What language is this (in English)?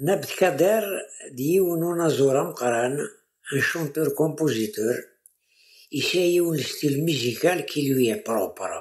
Kabyle